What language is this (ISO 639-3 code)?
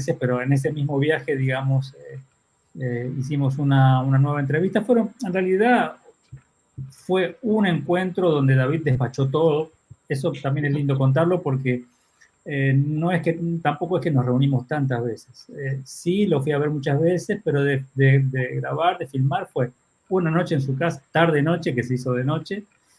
lad